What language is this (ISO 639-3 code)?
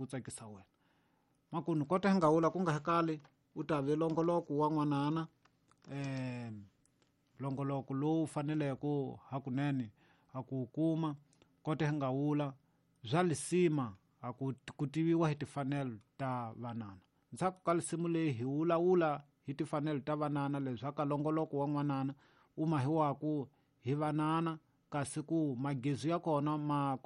tso